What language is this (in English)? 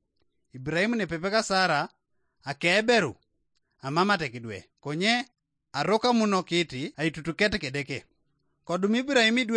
Teso